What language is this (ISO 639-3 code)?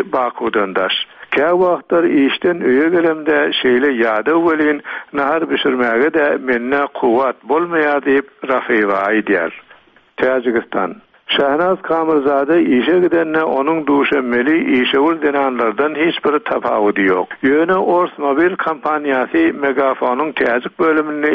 tuk